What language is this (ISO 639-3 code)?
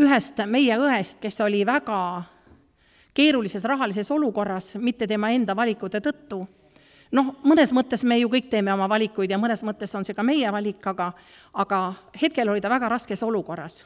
est